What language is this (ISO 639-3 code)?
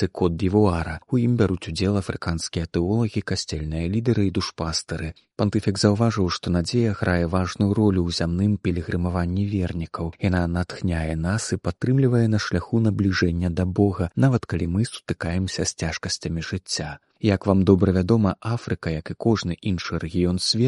bel